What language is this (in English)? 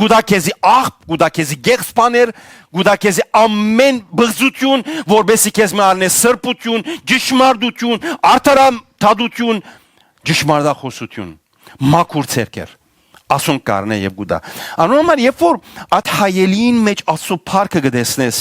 Western Armenian